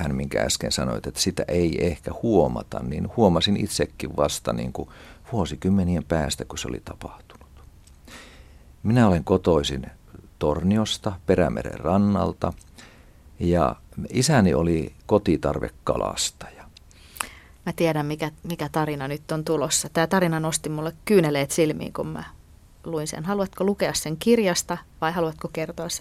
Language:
Finnish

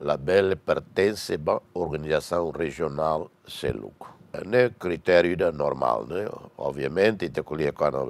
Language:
Tetum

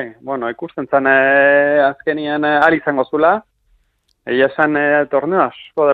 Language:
Basque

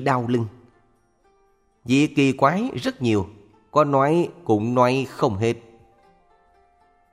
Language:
Vietnamese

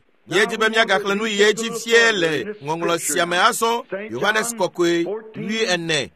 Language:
Ewe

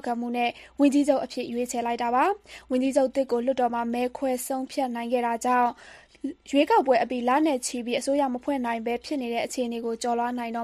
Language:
Burmese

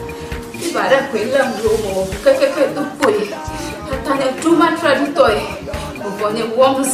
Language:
Ewe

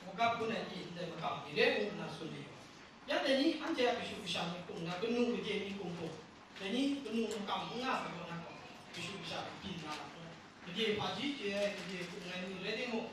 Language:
Kachin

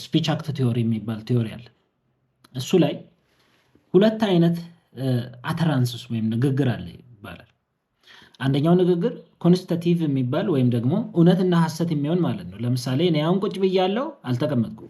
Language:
Amharic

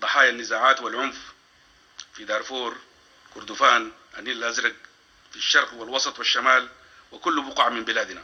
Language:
Sudanese Arabic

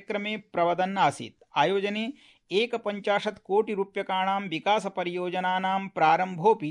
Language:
Sanskrit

